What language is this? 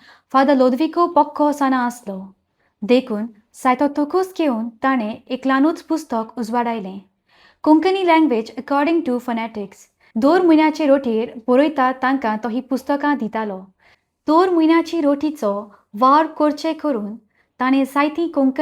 Konkani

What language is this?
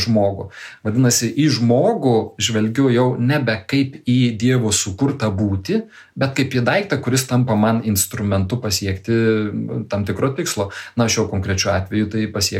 Lithuanian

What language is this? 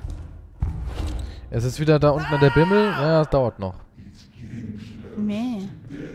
German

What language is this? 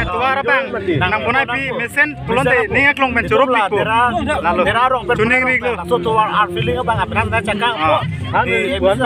Karbi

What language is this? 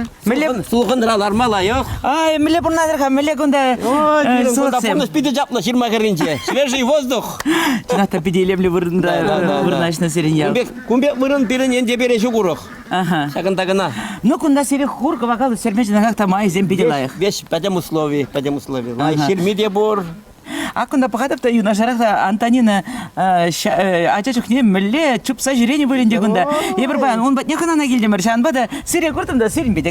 Chuvash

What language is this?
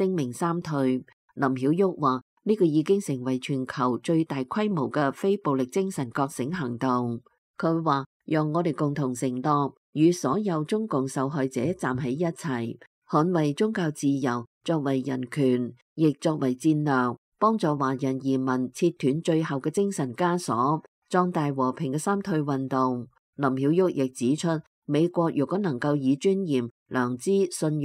Cantonese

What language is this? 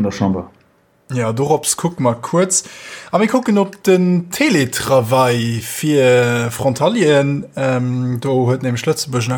Luxembourgish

